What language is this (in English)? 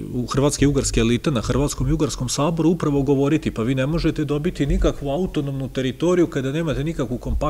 Serbian